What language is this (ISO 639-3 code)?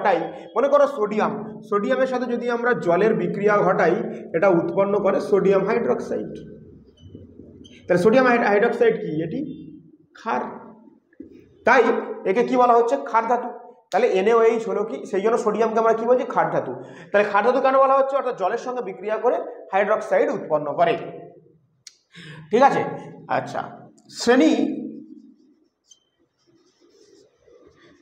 ben